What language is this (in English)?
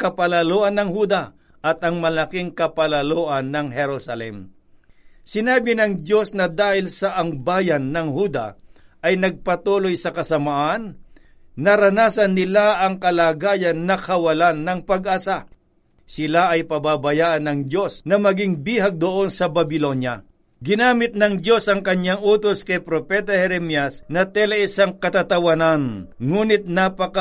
Filipino